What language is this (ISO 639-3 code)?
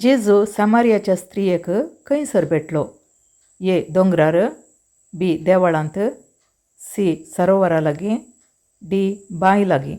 kok